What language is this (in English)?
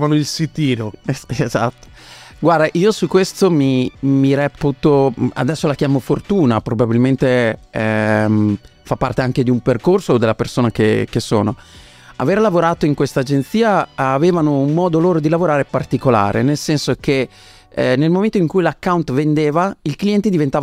Italian